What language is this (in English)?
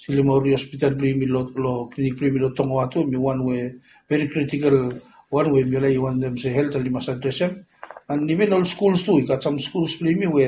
Bislama